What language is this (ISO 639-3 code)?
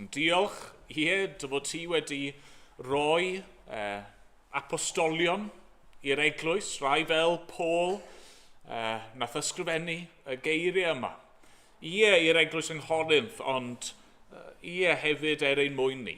cym